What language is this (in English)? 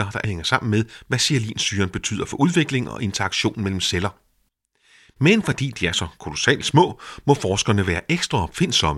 Danish